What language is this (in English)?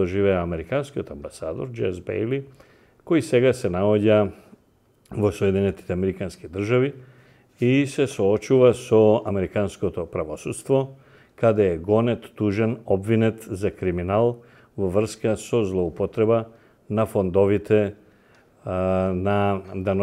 Macedonian